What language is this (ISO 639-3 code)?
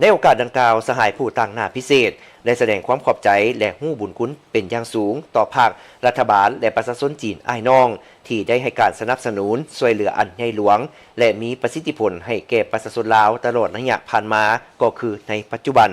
lao